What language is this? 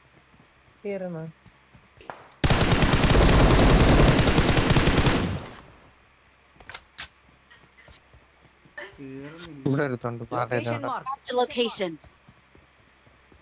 Malayalam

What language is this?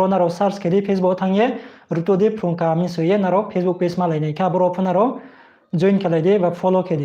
Riang (India)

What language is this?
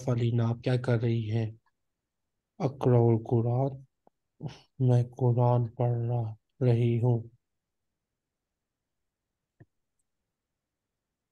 Urdu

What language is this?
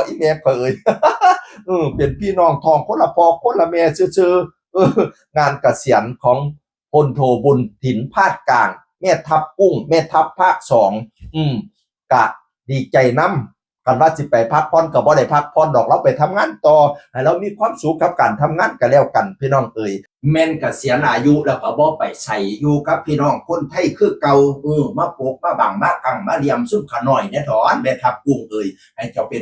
Northeastern Thai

